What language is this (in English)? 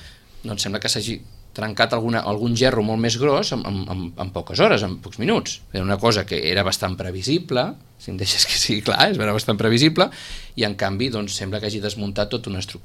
Catalan